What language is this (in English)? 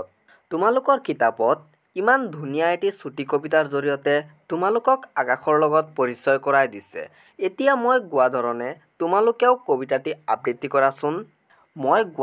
Assamese